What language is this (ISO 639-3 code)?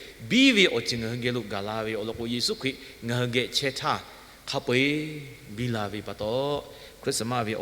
lhu